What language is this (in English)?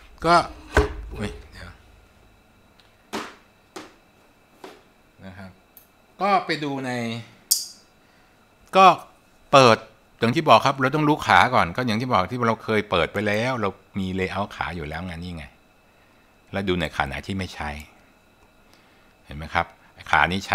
Thai